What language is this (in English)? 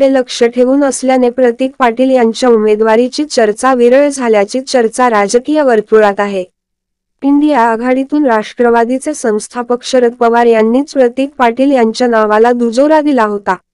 Marathi